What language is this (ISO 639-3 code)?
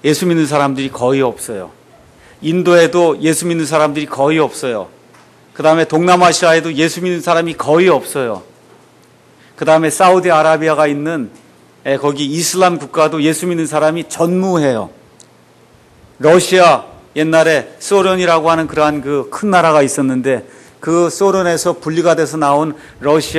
kor